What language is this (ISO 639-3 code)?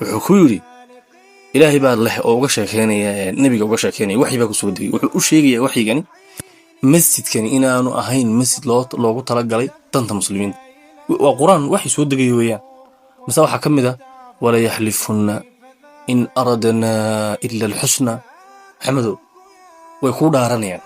som